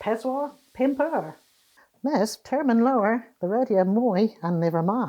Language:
Cornish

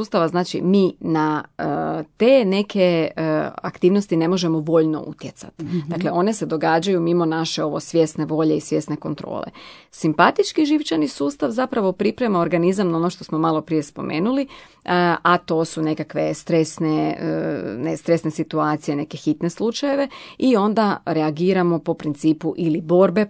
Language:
Croatian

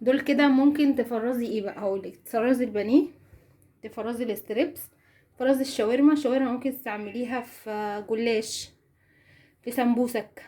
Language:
Egyptian Arabic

